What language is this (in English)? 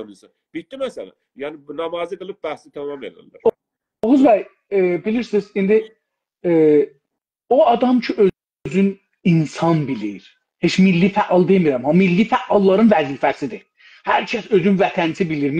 South Azerbaijani